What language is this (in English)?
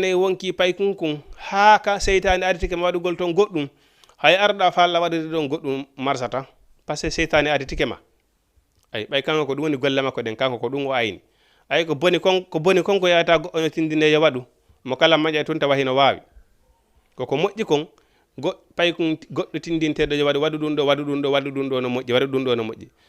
Fula